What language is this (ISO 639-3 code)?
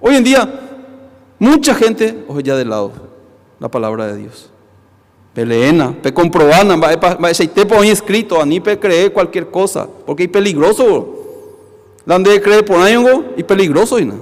grn